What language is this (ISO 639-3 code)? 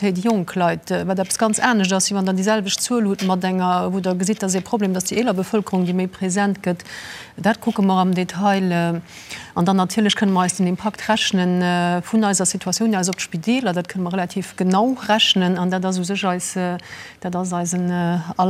ltz